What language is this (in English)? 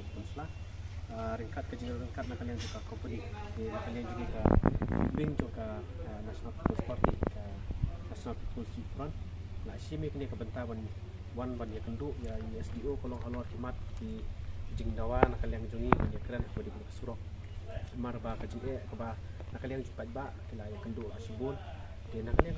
Khasi